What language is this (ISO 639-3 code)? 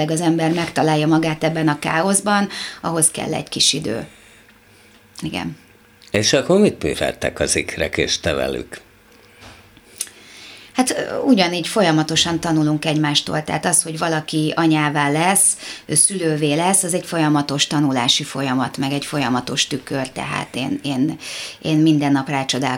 hun